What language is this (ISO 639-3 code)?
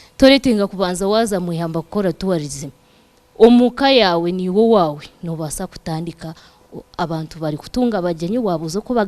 nyn